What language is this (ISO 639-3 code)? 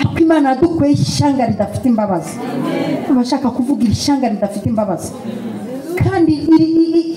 kin